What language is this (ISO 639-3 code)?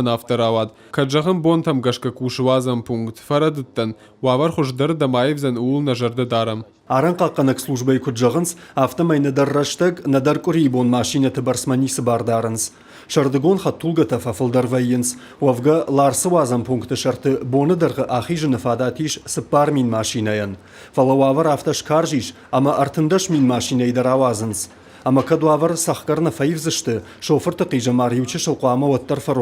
oss